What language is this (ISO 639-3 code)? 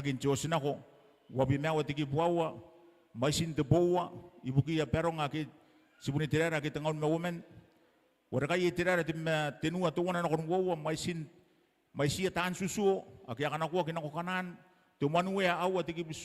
gil